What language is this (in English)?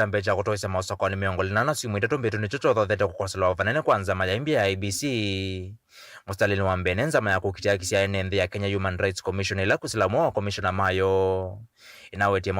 Kamba